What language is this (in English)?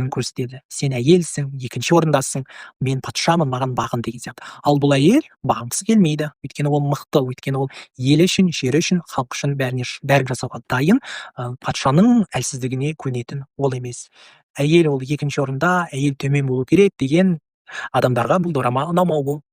Kazakh